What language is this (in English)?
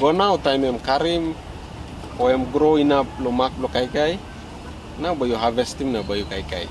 Tok Pisin